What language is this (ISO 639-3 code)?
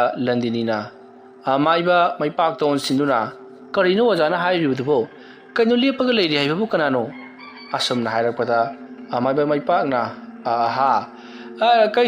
mni